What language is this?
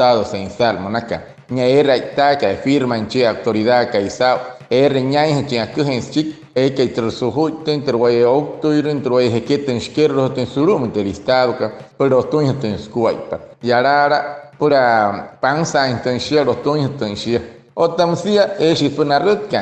Wayuu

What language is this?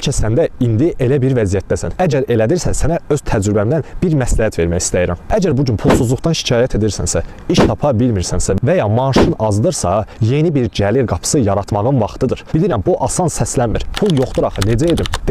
Azerbaijani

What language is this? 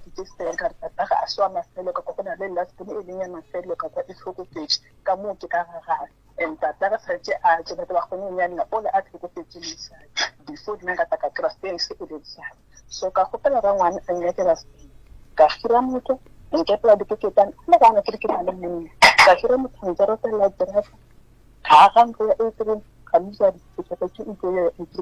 Northern Sotho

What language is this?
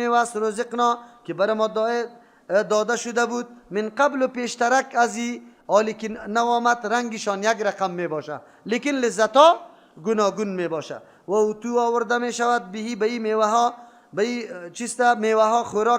Persian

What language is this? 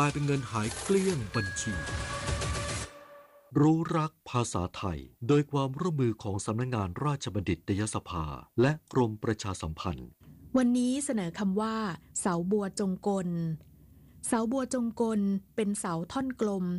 Thai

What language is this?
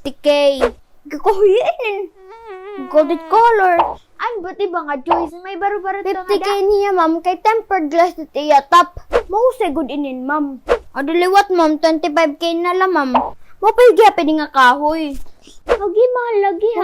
Waray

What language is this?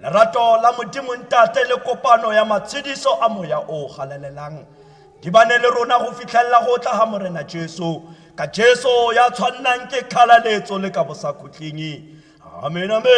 Tswana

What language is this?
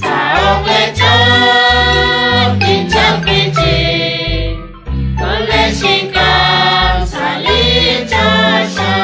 Kekchí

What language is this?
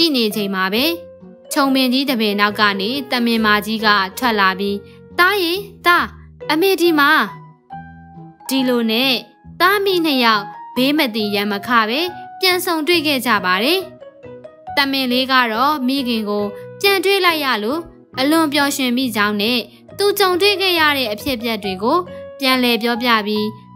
Burmese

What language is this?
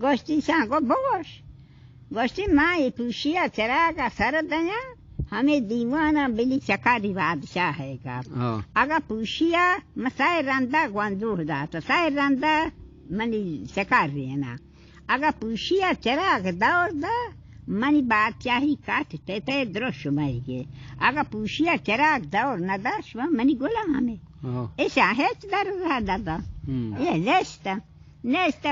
Baluchi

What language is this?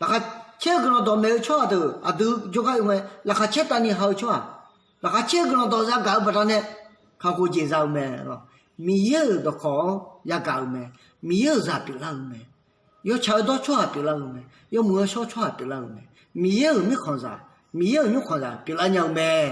Akha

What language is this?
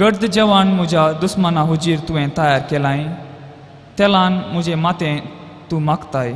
Konkani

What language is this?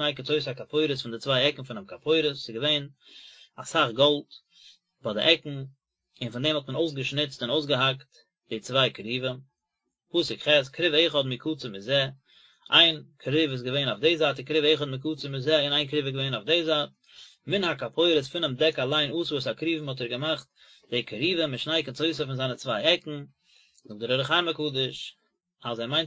Yiddish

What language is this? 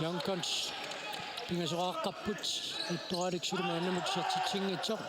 Kalaallisut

